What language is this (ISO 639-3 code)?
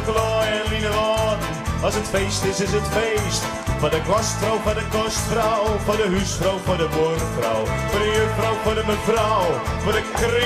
fry